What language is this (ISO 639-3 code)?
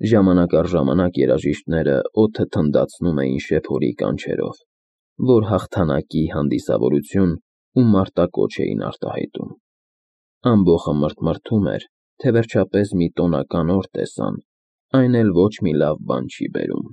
hye